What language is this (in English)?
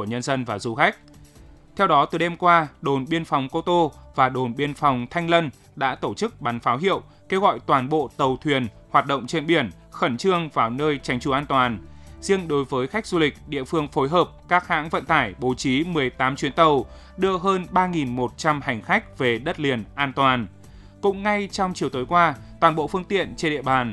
Vietnamese